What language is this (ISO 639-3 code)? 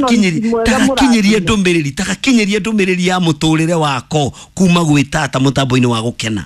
kik